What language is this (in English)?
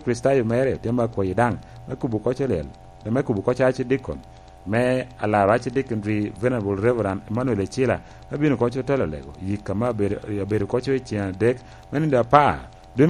Lango (Uganda)